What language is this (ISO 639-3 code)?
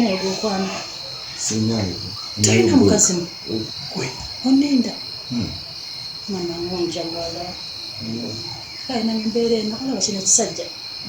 lug